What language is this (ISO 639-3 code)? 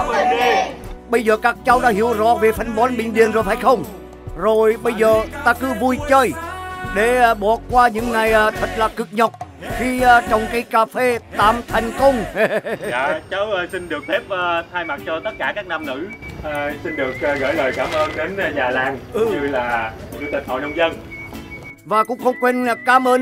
vie